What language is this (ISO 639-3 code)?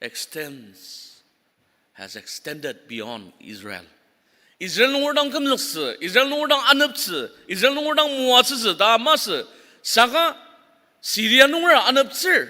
njo